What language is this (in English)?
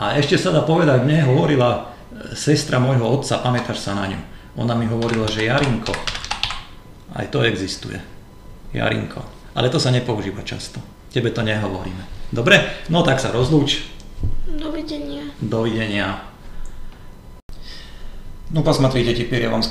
Slovak